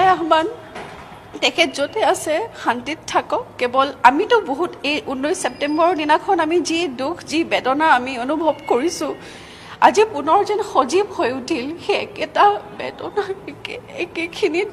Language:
Assamese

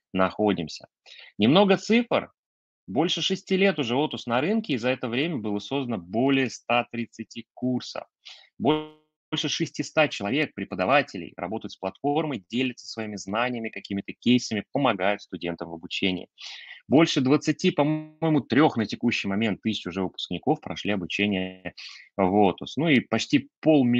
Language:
Russian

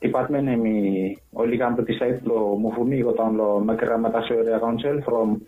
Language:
Bislama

